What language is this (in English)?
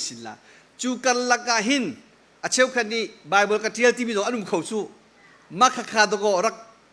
Hakha Chin